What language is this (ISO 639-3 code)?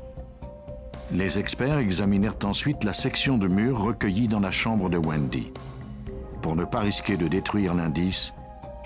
fra